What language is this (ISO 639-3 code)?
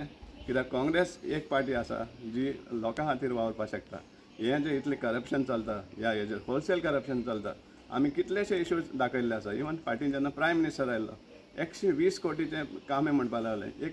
kok